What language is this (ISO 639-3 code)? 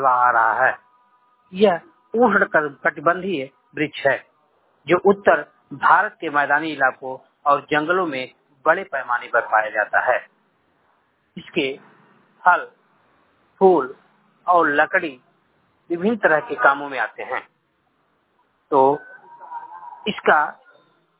hin